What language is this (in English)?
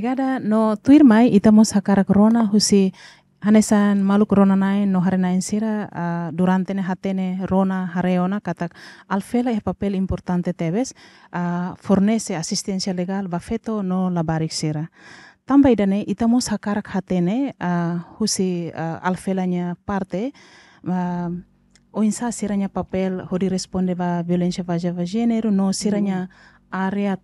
Tetum